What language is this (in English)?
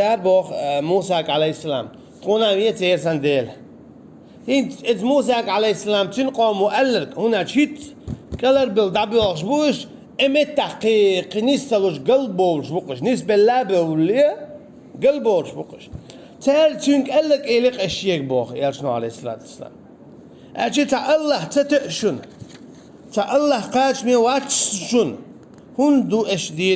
Chechen